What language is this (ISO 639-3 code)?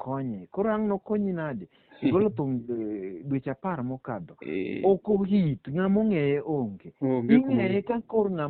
luo